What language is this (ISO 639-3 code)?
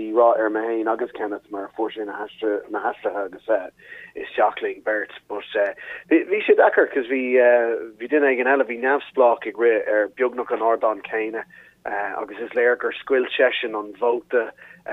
gle